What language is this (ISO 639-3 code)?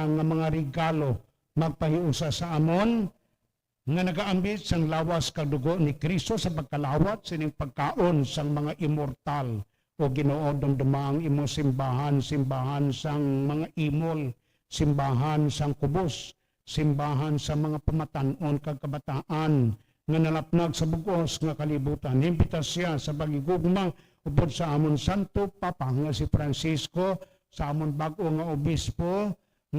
hil